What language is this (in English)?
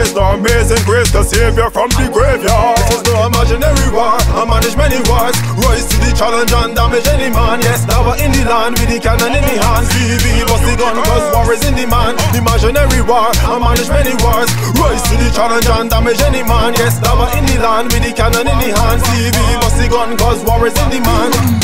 English